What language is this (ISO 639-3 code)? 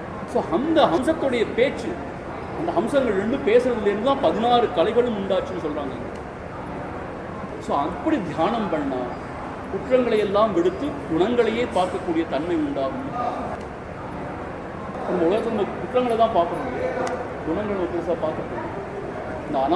tam